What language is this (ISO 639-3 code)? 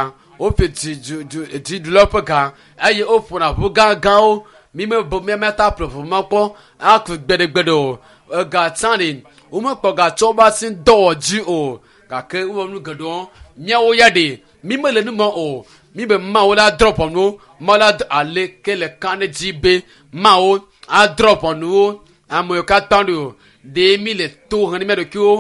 ewe